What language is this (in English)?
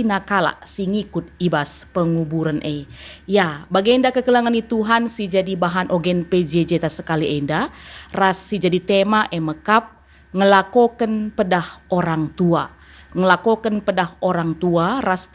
Batak Karo